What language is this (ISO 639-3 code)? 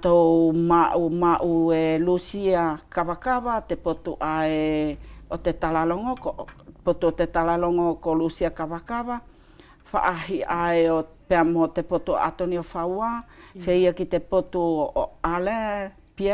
wls